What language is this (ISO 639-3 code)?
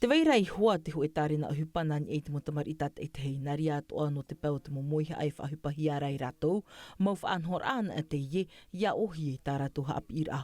tah